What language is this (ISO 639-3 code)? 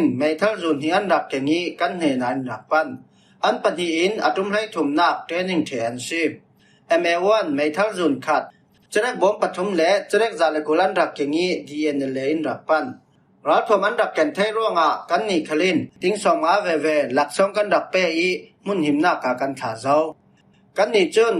cfm